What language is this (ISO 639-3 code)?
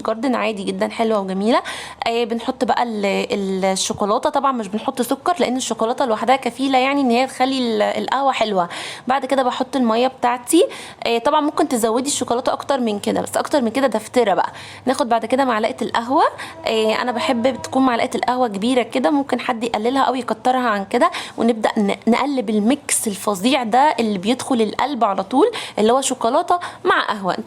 arz